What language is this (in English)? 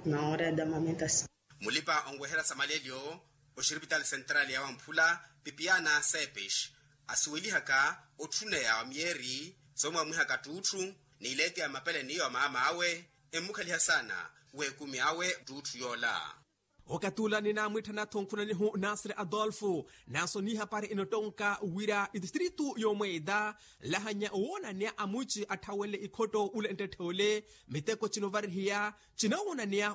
Makhuwa